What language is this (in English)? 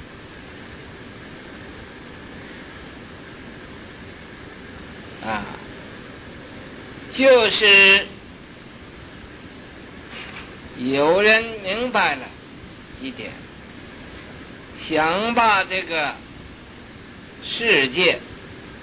Chinese